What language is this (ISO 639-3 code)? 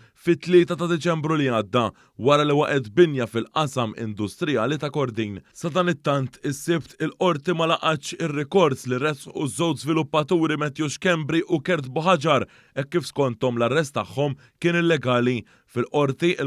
mlt